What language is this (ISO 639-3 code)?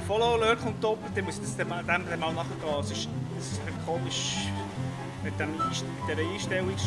gsw